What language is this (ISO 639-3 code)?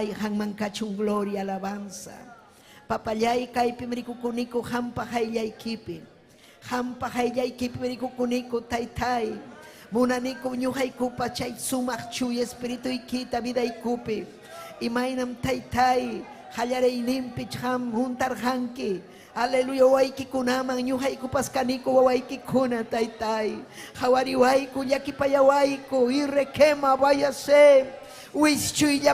quy